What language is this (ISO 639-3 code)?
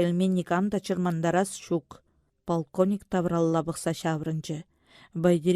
chv